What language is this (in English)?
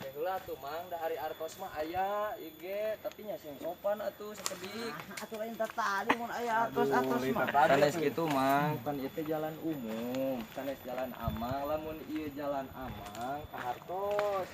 Sundanese